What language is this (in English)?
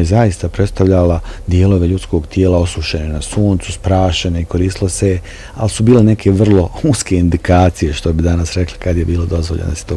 Bosnian